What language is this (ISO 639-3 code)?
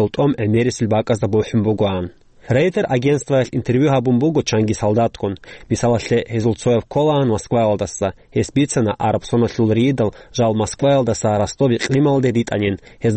ava